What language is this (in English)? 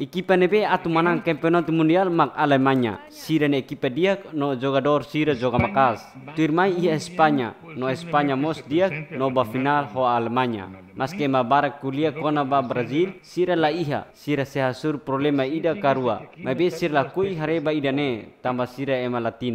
Tetum